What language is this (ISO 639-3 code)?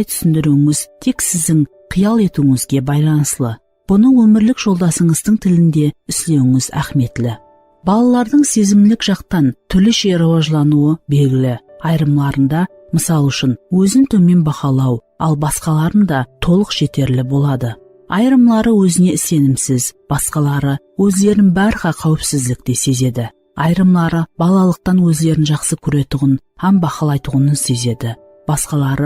kaa